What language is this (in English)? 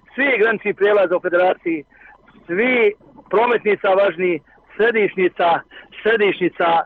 Bosnian